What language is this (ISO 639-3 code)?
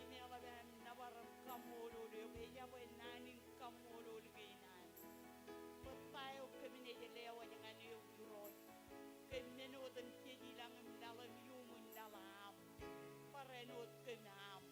mah